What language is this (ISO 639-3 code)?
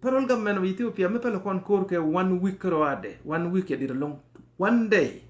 nus